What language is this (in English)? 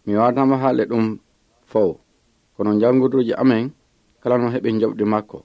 Pular